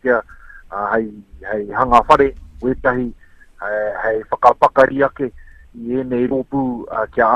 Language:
Māori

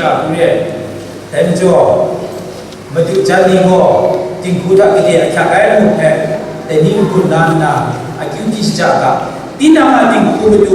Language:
Kachin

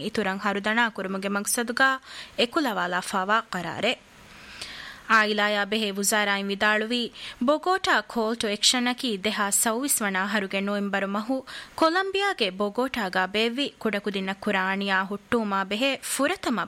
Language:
Divehi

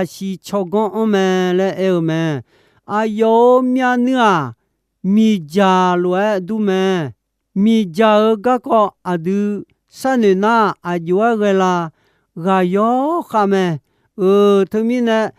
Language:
Akha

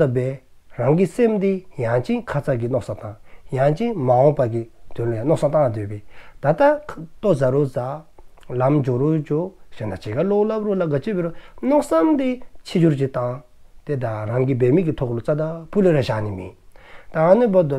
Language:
Dzongkha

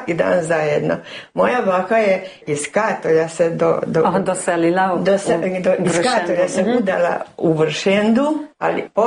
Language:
Croatian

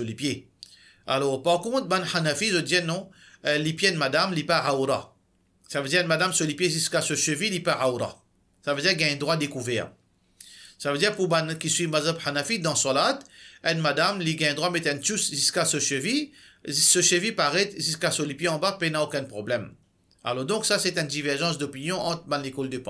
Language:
Morisyen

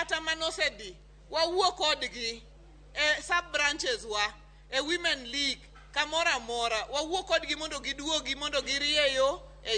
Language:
Luo (Kenya and Tanzania)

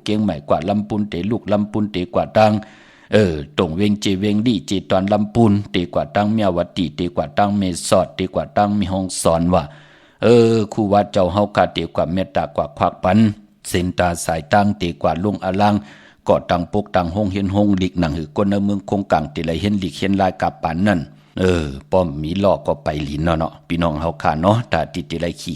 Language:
Shan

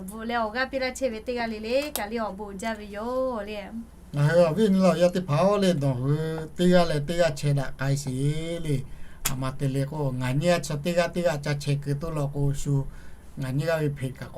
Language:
Lahu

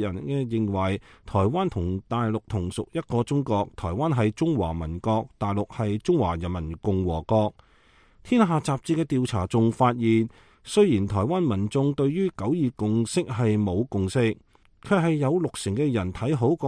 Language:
Cantonese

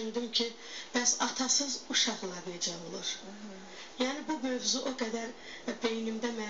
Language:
Azerbaijani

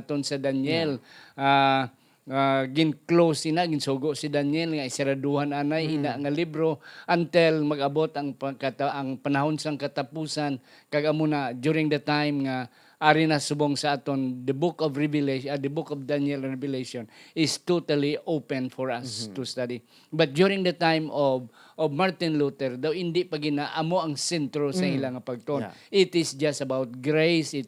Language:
Hiligaynon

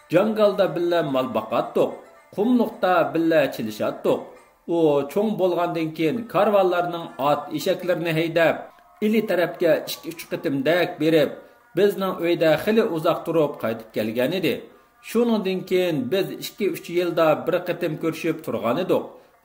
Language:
Uyghur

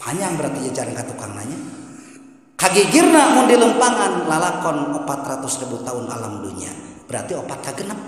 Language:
Sundanese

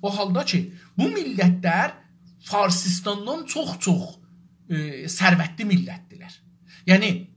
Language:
South Azerbaijani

